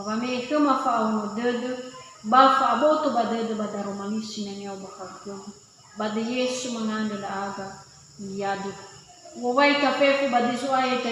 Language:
Nias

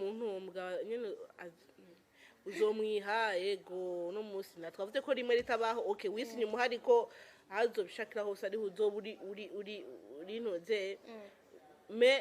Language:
Rundi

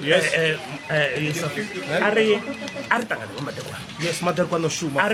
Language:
Venda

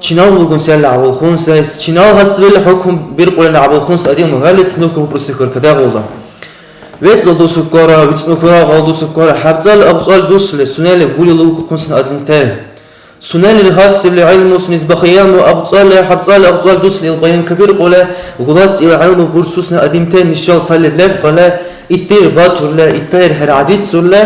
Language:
Dargwa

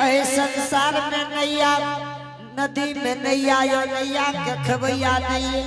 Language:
Angika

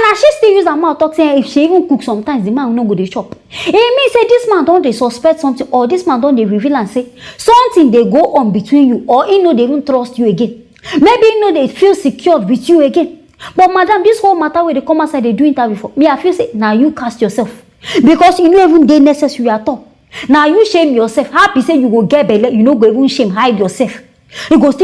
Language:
Nigerian Pidgin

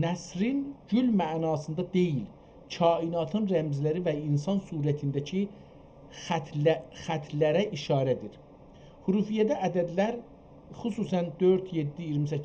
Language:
South Azerbaijani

